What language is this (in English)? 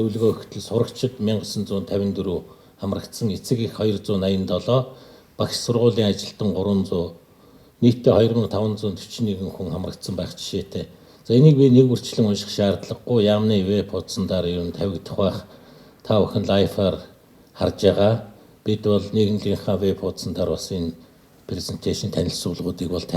Mongolian